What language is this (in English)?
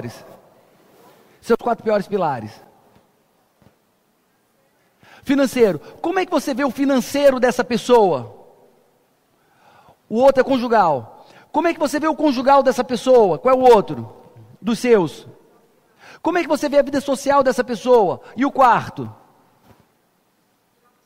Portuguese